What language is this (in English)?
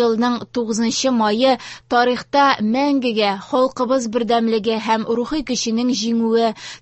Tatar